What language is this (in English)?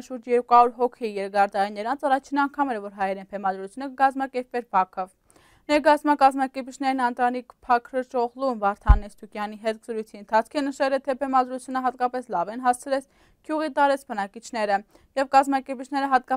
Armenian